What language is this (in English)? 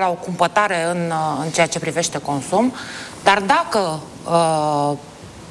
Romanian